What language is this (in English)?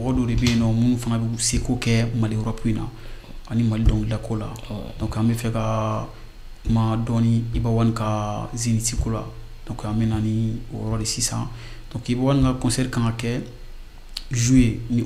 Bambara